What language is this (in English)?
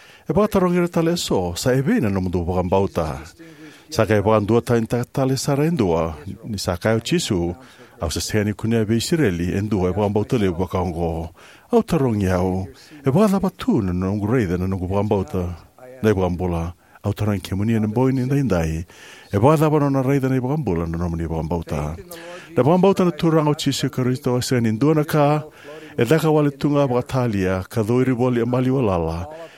Fijian